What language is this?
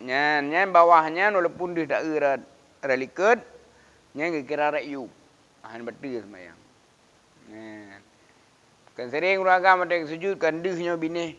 Achinese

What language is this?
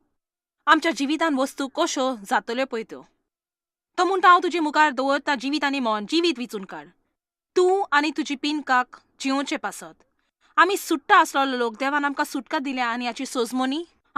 Konkani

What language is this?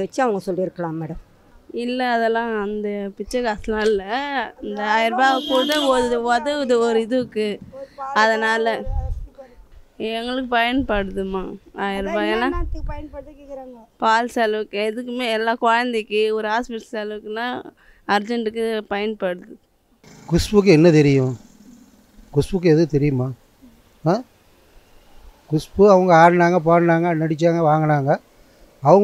Tamil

